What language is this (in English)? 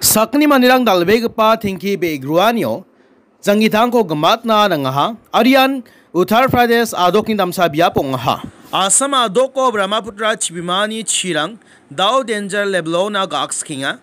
Garo